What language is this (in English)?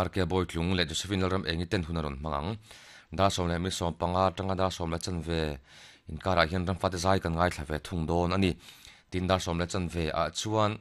Mizo